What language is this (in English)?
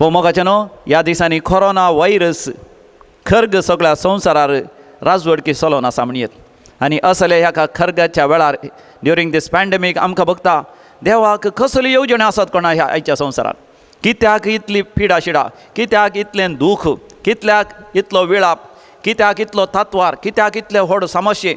Konkani